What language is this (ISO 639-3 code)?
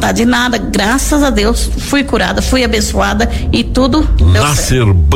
por